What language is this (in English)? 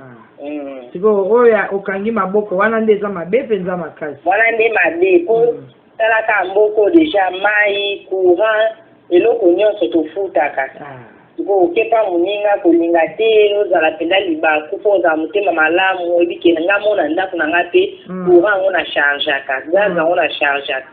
Lingala